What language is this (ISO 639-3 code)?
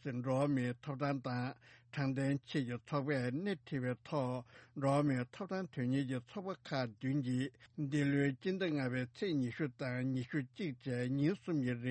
bod